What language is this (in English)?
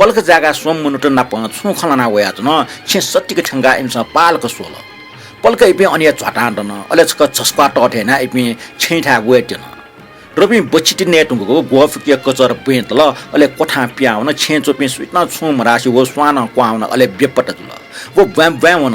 Newari